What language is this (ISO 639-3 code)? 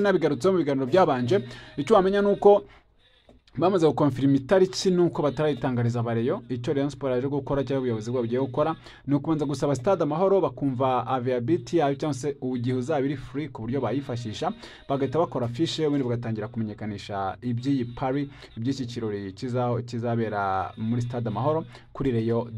kin